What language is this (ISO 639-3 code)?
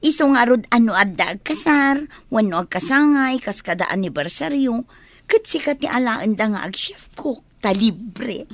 ilo